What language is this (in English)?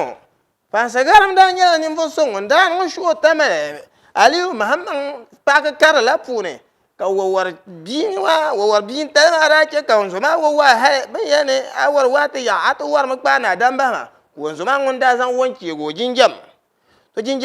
Dagbani